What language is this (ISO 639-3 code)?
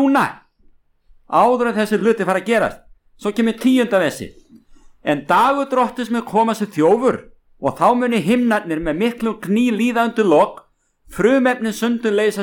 isl